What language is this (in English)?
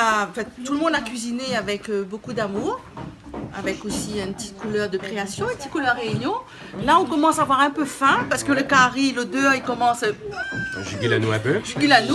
Réunion Creole French